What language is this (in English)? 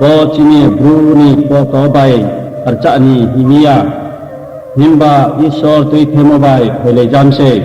Riang (India)